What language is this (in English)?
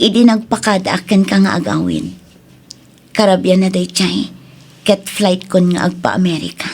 Iloko